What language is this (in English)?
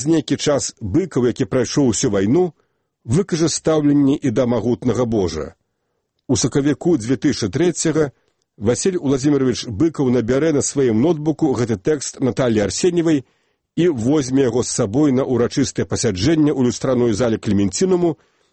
Belarusian